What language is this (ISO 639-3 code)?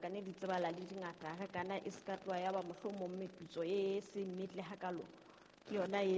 sot